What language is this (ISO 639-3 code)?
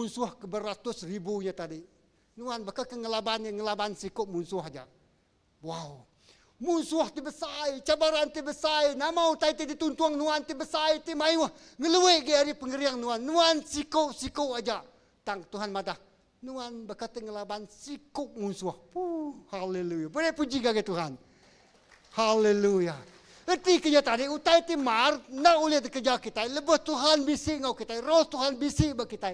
iba